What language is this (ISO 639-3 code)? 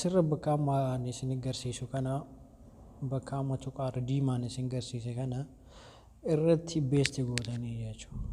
orm